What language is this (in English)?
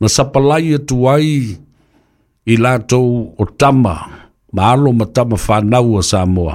Samoan